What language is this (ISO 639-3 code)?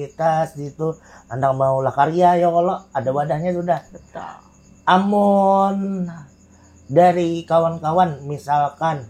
bjn